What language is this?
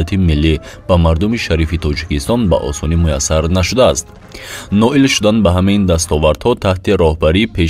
Tajik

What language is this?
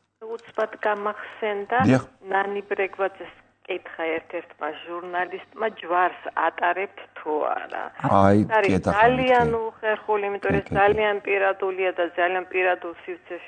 Georgian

